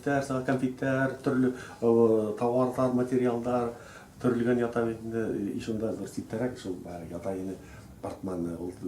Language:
Bashkir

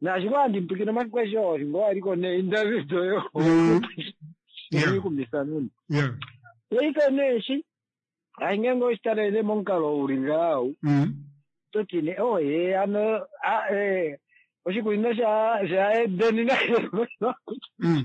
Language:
Kuanyama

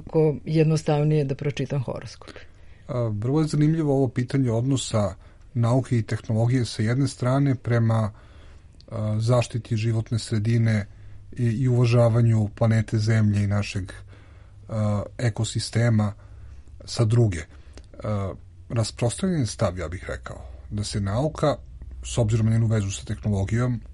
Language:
Serbian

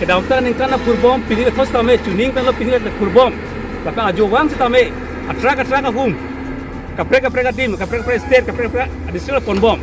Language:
Karbi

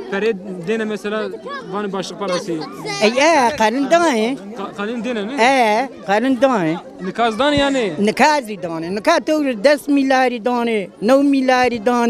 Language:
Zaza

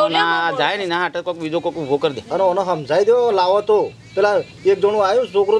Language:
Gujarati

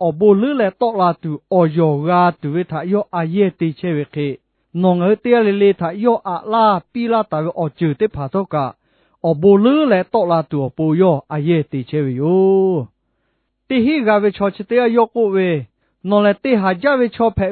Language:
Lahu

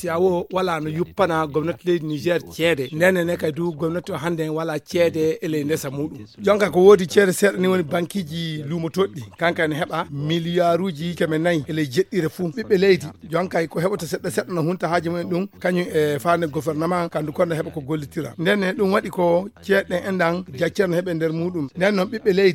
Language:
Fula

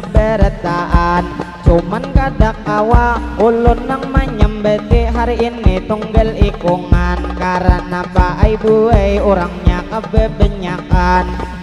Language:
Banjar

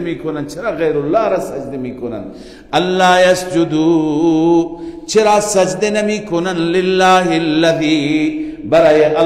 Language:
Persian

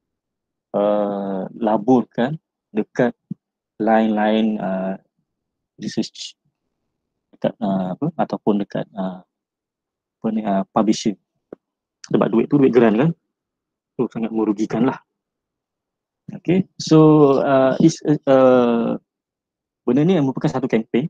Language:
Malay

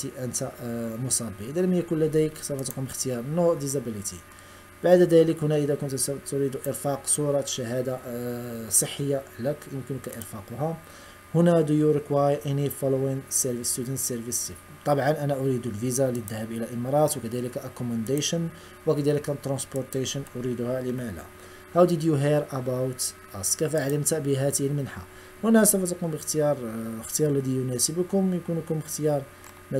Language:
Arabic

